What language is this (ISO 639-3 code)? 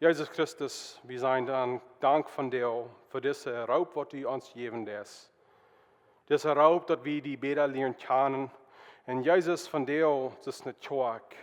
pdt